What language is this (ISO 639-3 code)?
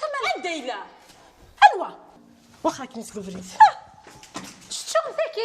kab